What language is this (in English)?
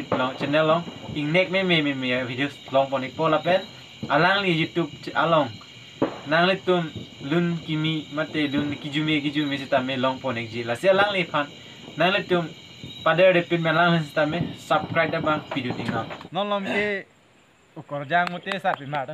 Karbi